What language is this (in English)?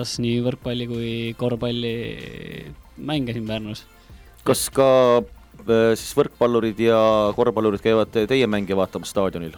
Estonian